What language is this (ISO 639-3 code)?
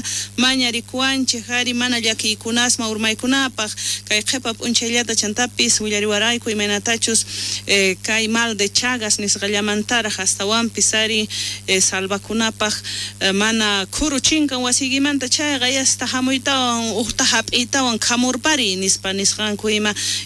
quh